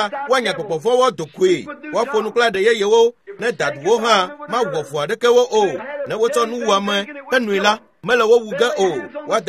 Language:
Ewe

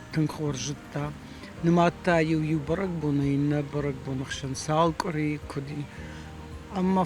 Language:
Ossetic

